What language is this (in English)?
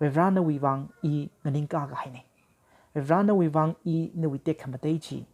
Tangkhul Naga (India)